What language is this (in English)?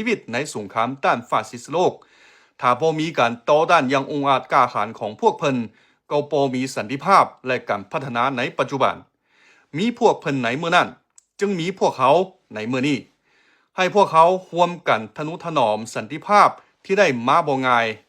Lao